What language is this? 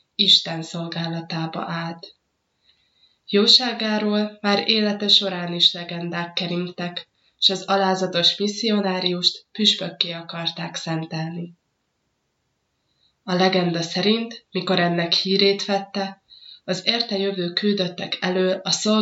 Hungarian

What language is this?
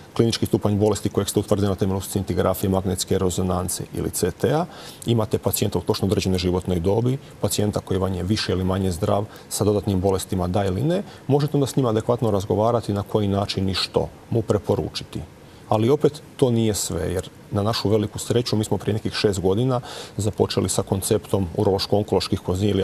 Croatian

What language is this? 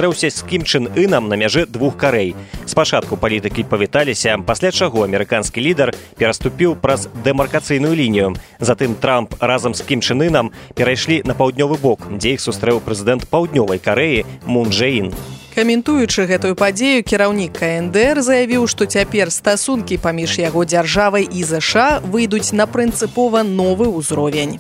Belarusian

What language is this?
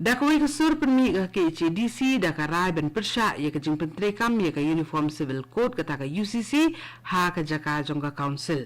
Khasi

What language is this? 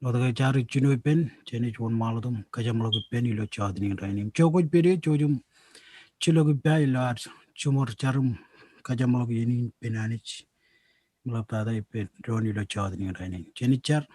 Marshallese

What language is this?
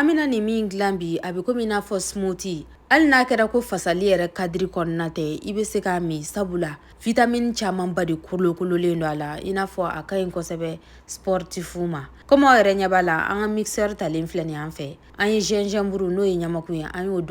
Bambara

